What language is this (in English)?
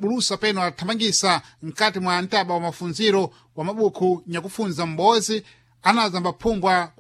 Sena